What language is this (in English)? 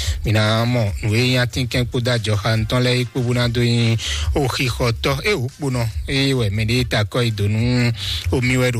Fon